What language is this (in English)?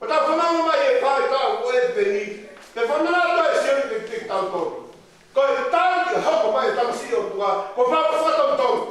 Tongan